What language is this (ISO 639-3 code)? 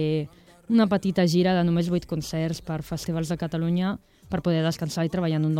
cat